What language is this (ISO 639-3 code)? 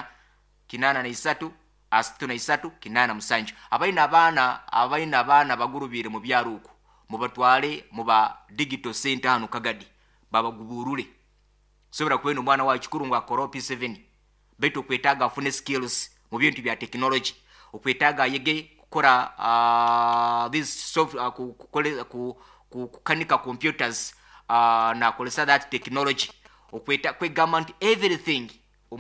nyo